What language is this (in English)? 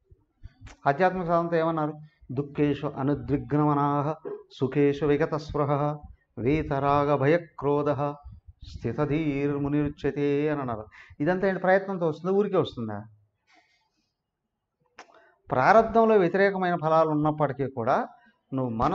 Telugu